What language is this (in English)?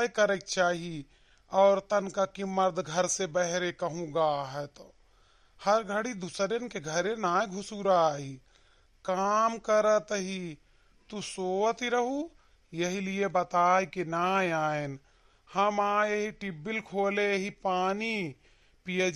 Awadhi